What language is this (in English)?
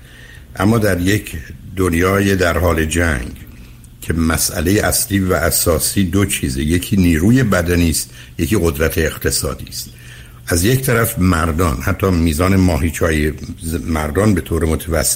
Persian